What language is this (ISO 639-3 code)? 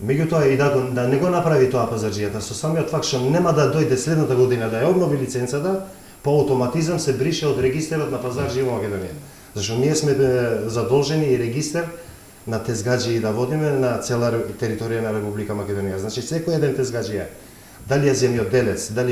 mkd